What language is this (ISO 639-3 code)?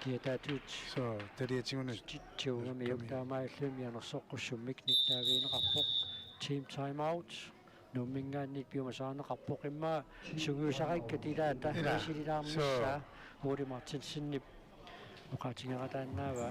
kal